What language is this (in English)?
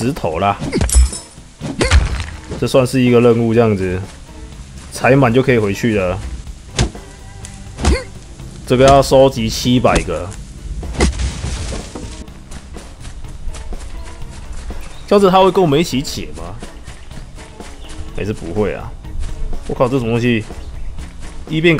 Chinese